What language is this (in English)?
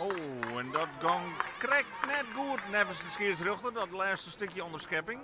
Western Frisian